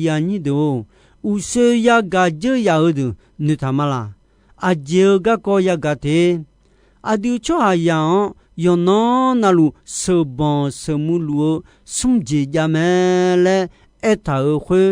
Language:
Akha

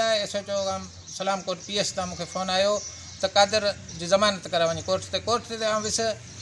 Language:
Sindhi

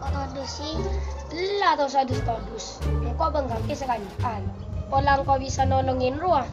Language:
Madurese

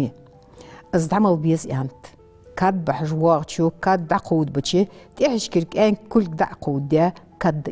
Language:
Ingush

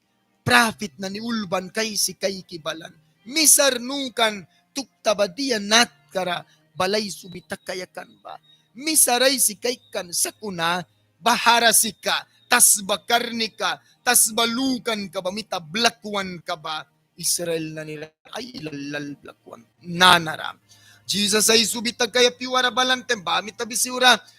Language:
Mískito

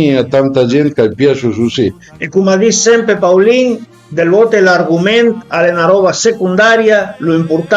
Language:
Piedmontese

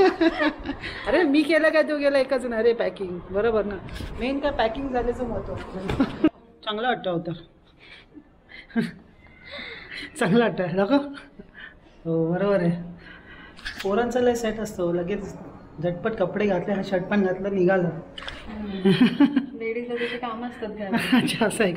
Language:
Marathi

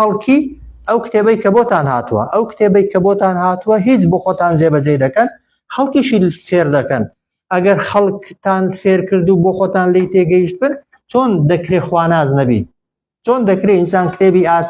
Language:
Central Kurdish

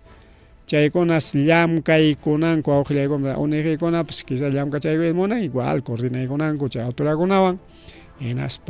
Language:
Ayacucho Quechua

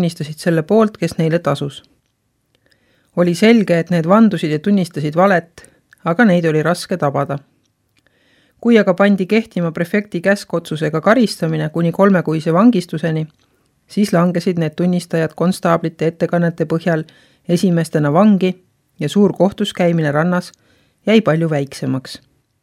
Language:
Estonian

